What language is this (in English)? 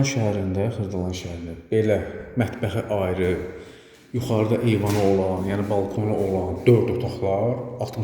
Azerbaijani